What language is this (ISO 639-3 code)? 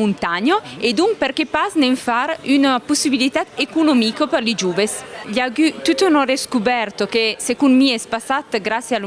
oci